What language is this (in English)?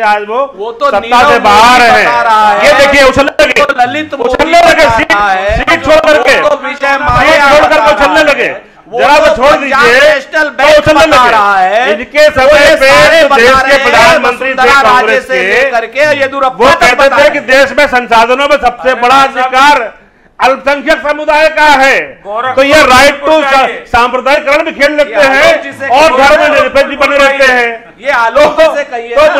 Hindi